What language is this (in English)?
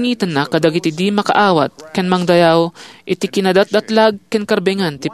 Iloko